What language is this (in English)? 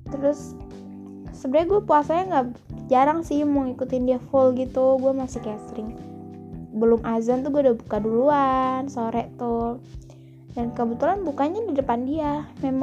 Indonesian